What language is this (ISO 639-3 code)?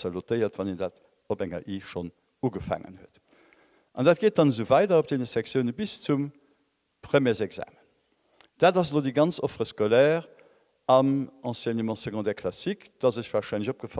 ltz